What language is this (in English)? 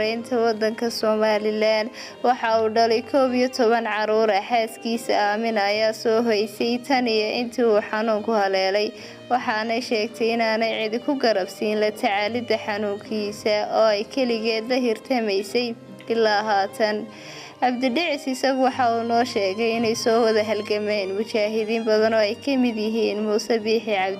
Somali